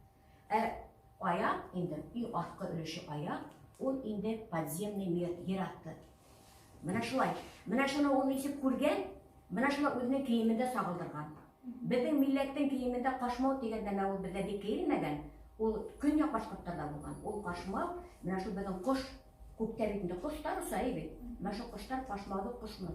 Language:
Bashkir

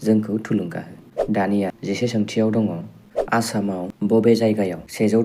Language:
Bodo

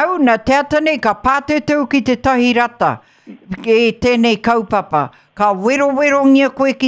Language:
Māori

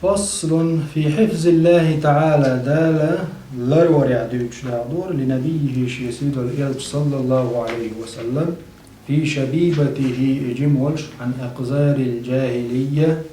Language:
Chechen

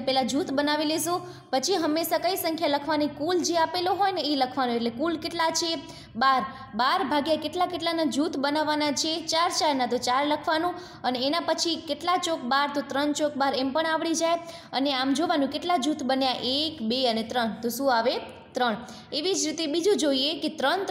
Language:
Gujarati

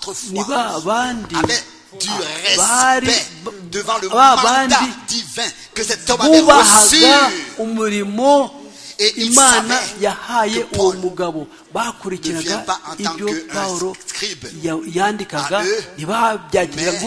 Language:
Kinyarwanda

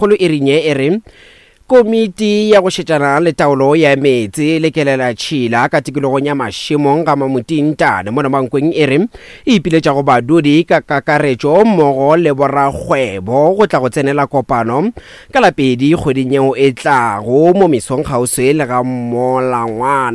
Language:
Northern Sotho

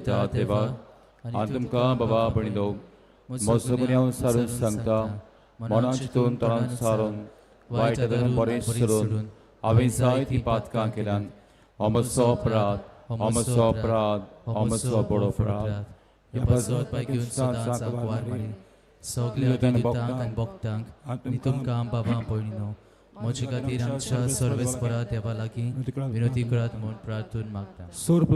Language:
Konkani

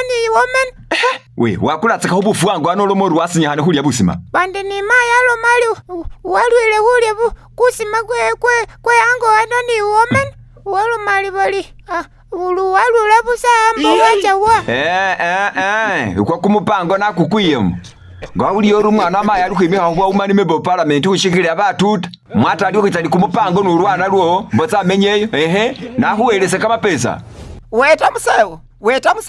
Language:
Masaaba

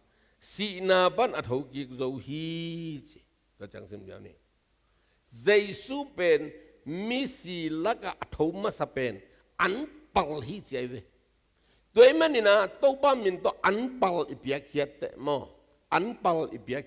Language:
Tedim Chin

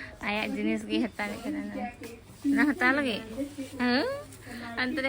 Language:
Santali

